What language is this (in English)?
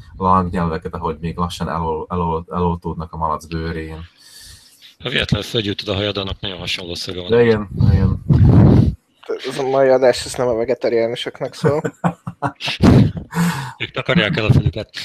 Hungarian